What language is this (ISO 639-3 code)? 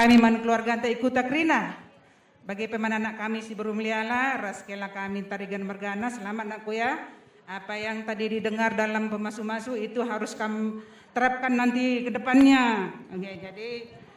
btx